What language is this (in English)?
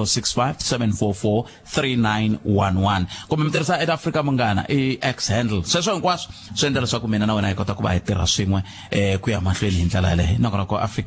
Tsonga